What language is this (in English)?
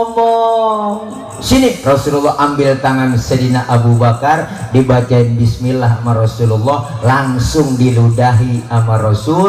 Betawi